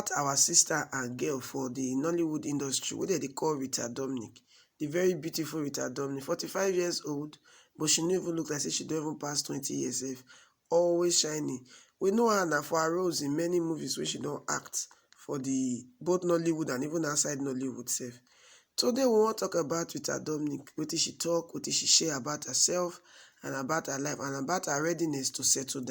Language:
Nigerian Pidgin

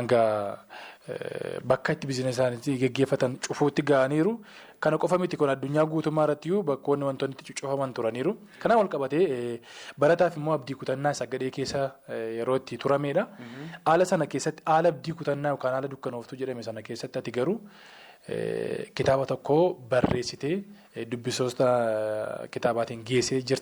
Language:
Oromo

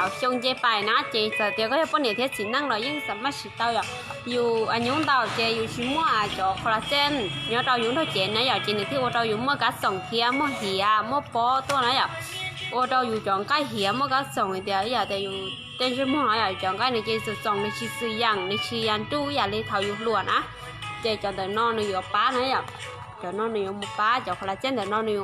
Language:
Hmong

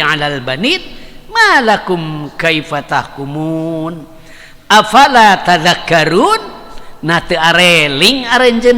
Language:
Sundanese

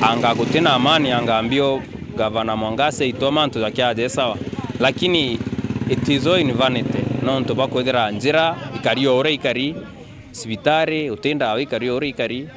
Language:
Meru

